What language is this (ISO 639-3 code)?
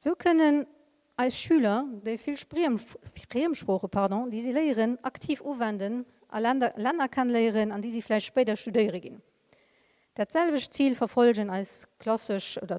ltz